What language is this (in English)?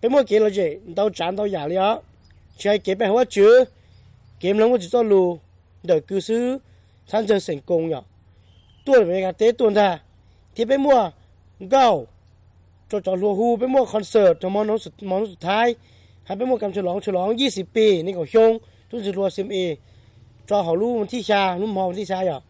Hmong